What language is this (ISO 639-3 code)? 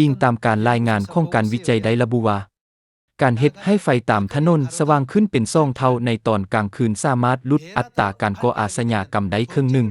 lao